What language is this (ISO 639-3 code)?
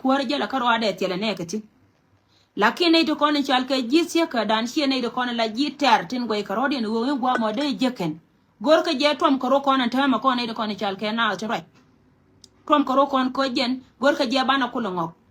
nus